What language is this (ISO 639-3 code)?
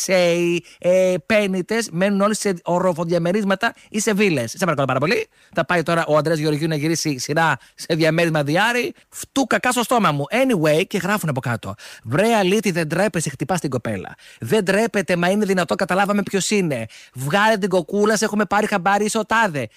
ell